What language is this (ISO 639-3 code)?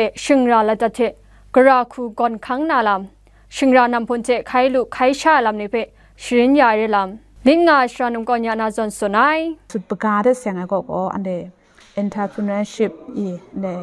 kac